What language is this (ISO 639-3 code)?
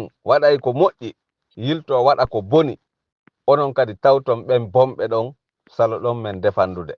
ful